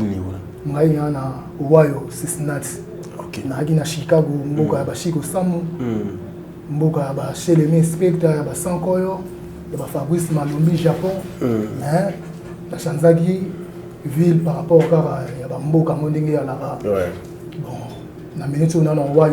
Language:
Lingala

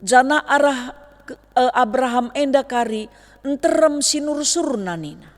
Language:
Batak Karo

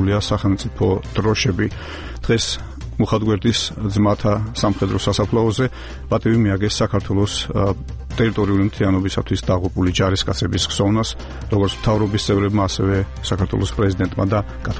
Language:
Georgian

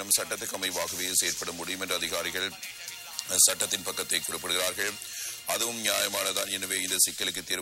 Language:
Tamil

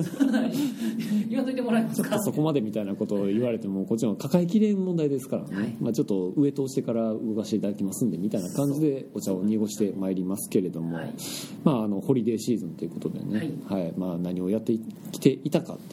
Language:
Japanese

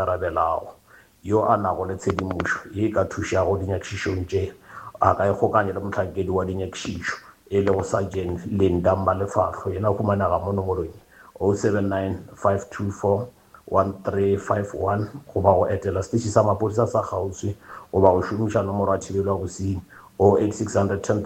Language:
Northern Sotho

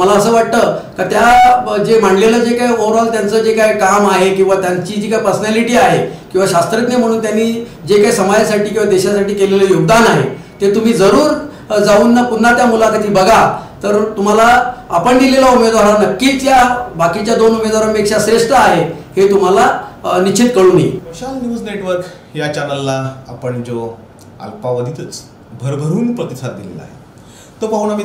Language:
Marathi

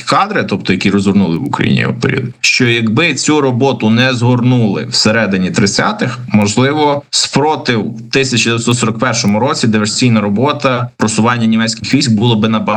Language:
Ukrainian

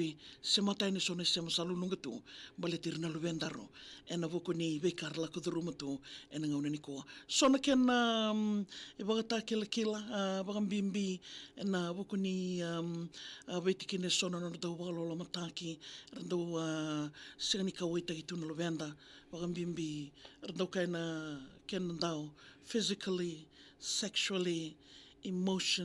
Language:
Fijian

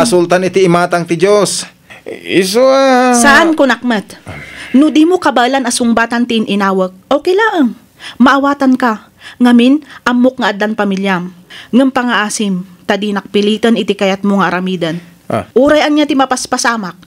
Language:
Iloko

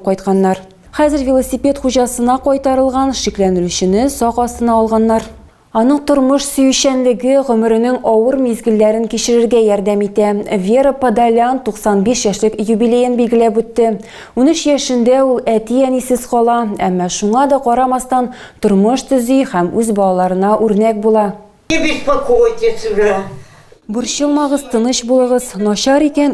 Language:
Tatar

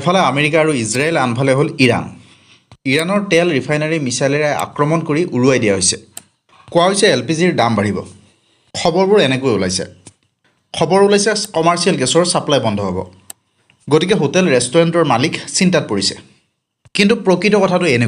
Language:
Assamese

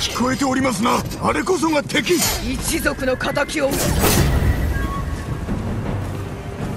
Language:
Japanese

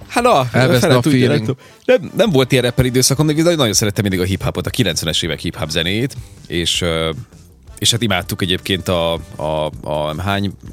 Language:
Hungarian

